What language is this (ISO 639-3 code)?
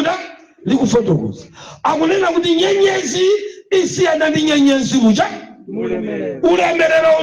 nya